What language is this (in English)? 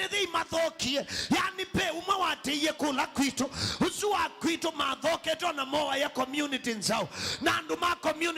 Kamba